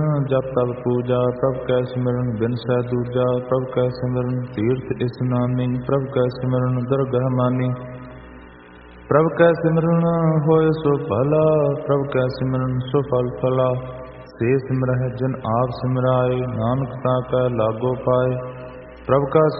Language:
Punjabi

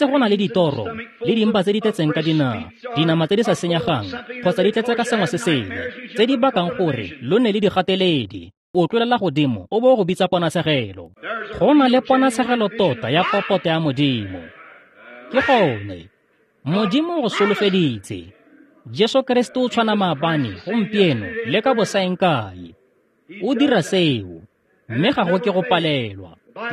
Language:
Tswana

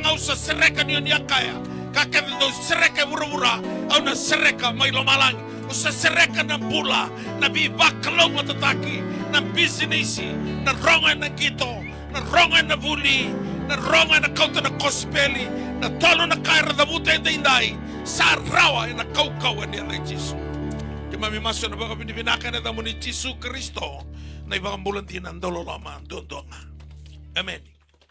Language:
Fijian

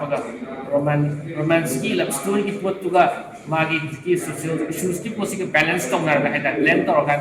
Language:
Manipuri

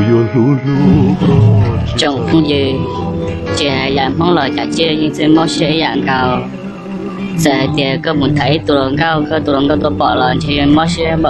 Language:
Hmong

